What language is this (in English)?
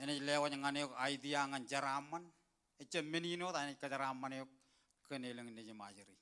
Marshallese